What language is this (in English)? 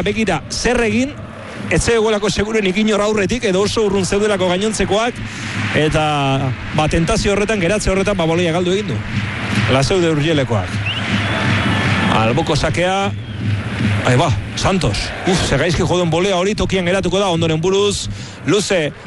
Basque